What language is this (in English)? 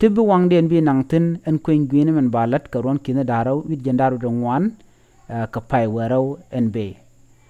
Nuer